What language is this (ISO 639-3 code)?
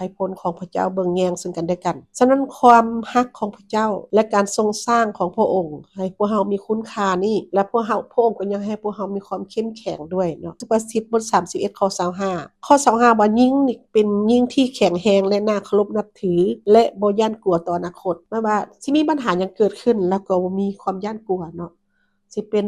lao